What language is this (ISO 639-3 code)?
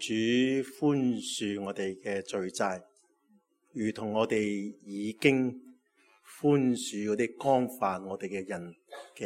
yue